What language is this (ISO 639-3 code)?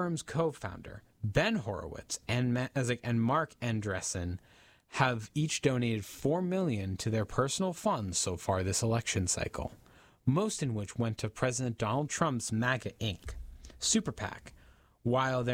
eng